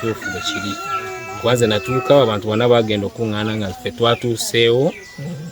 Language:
Ganda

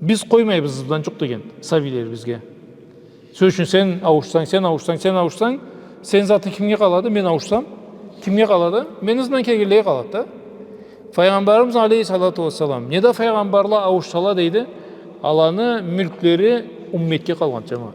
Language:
Karachay-Balkar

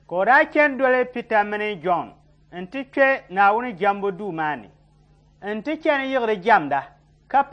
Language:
Dagbani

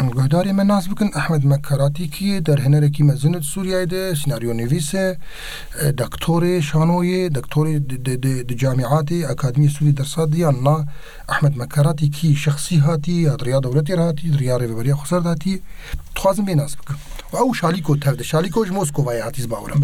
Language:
Kurdish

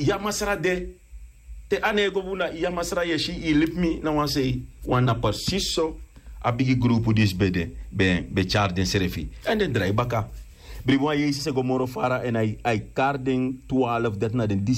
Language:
Sranan Tongo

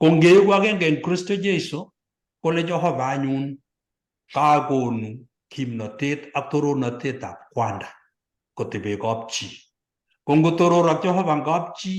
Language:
Kalenjin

